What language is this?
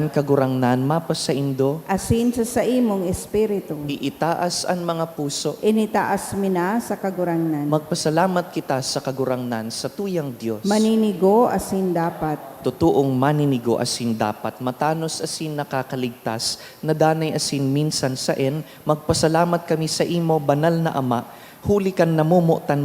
Bikol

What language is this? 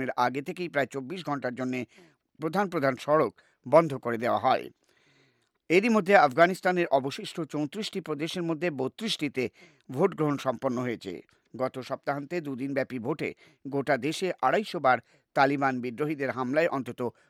Bangla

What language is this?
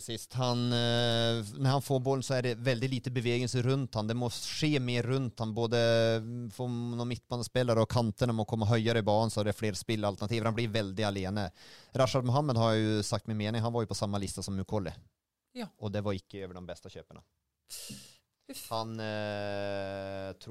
Norwegian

